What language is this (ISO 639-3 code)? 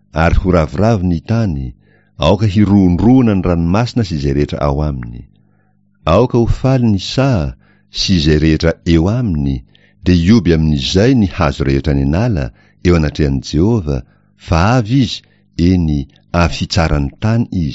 mlg